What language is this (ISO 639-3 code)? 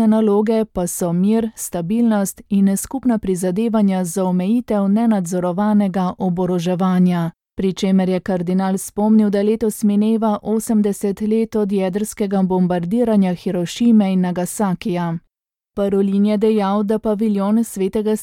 slv